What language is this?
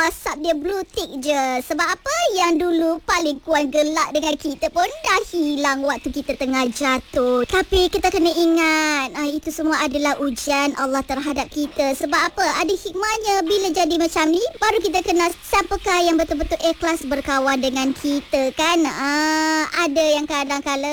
Malay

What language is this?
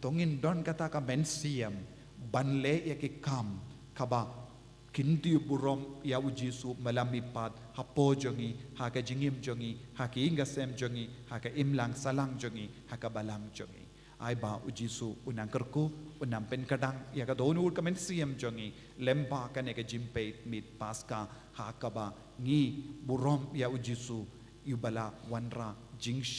Khasi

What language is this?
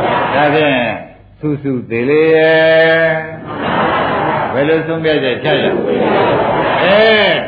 Burmese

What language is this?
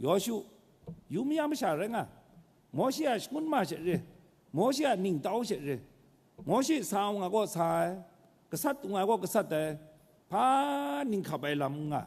Kachin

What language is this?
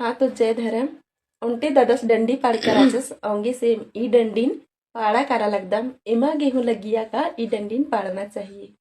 Kurukh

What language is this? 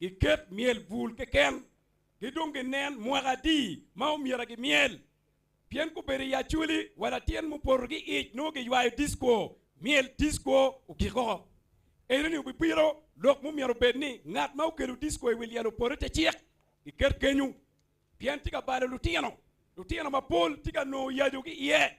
Acoli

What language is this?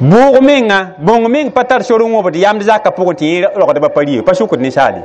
Mossi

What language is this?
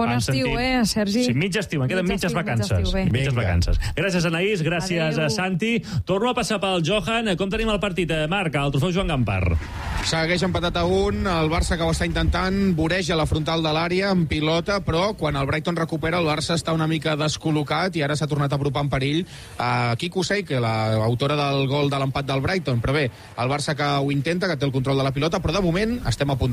Catalan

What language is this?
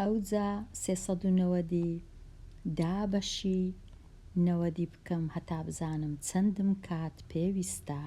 Central Kurdish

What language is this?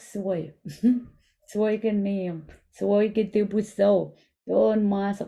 Pohnpeian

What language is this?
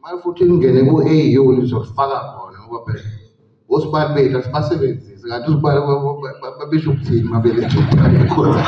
Zulu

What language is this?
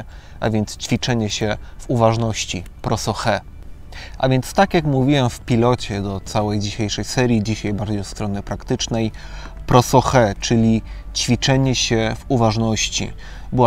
Polish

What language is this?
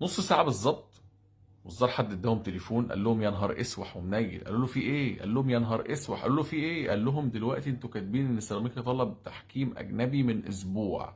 Egyptian Arabic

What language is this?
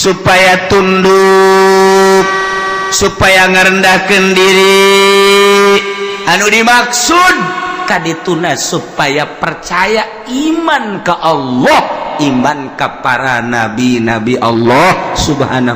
Sundanese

